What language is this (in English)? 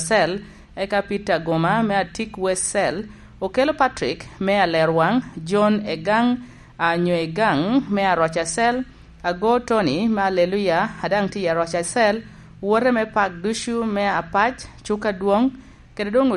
Lango (Uganda)